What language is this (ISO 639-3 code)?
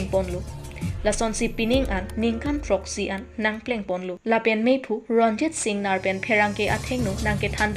mjw